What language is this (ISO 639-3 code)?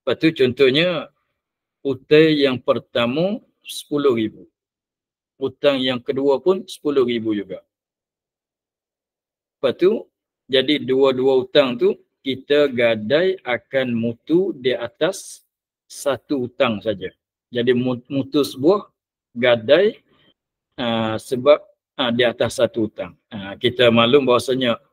msa